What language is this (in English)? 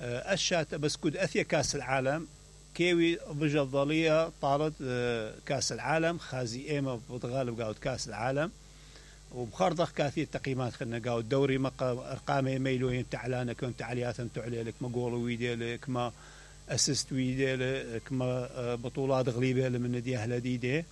Mesopotamian Arabic